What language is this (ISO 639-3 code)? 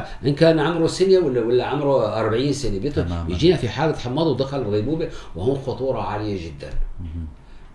apc